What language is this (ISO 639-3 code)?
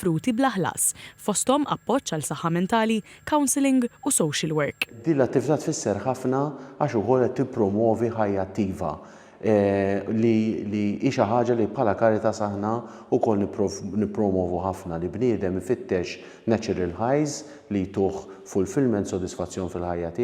mlt